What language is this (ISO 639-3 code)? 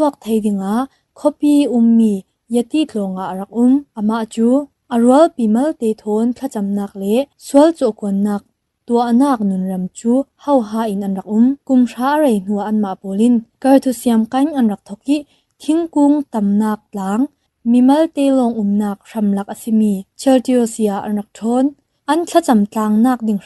cfm